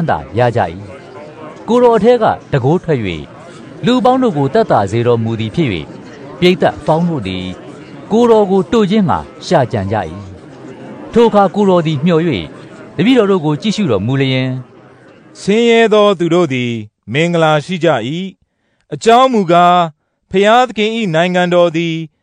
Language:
Burmese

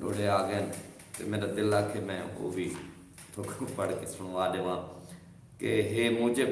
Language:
Saraiki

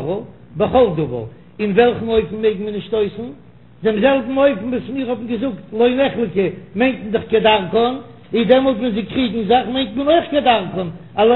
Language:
Yiddish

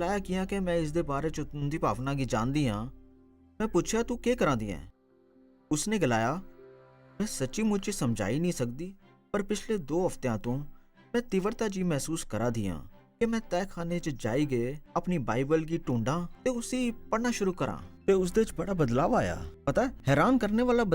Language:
Dogri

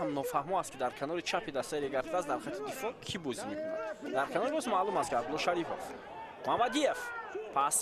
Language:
Tajik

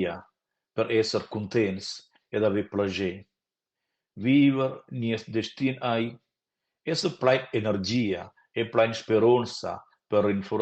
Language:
Romansh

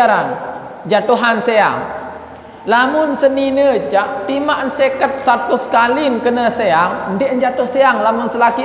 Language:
Sasak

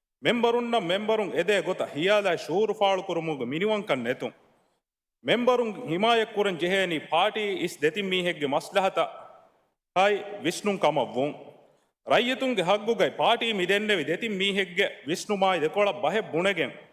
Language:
Divehi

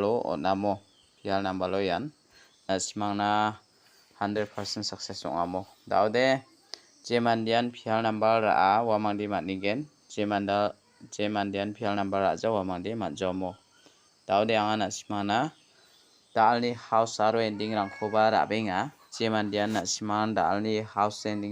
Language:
Garo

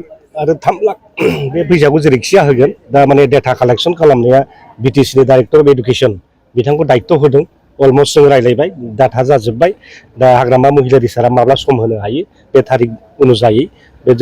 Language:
Bodo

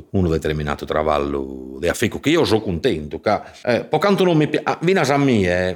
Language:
Sardinian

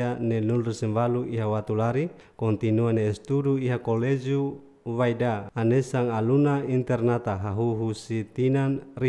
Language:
Tetum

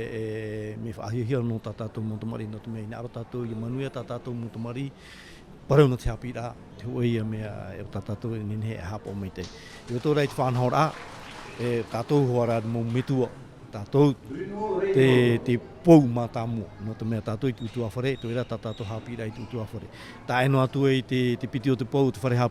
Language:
Tahitian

